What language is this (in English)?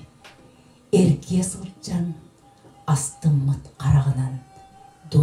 Yakut